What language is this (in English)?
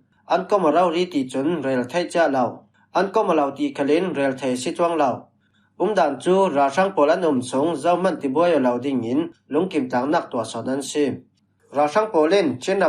Falam Chin